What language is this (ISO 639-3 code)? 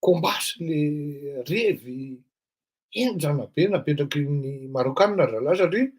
mlg